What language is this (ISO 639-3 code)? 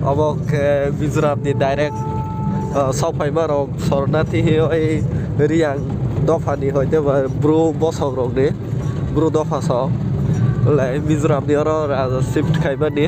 trp